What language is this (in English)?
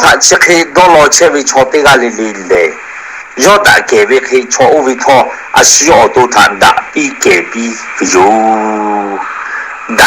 Lahu